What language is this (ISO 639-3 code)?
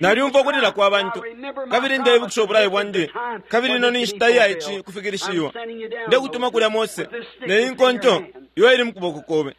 bem